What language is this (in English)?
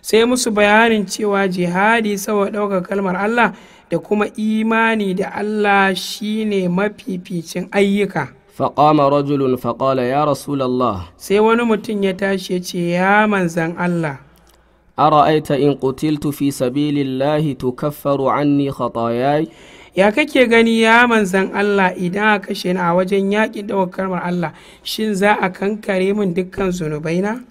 Hausa